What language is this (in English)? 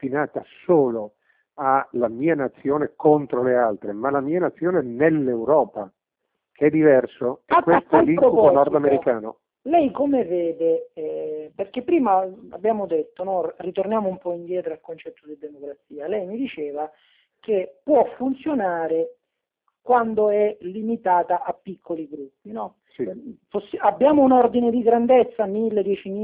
Italian